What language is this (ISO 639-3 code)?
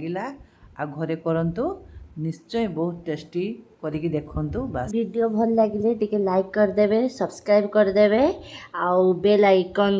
ori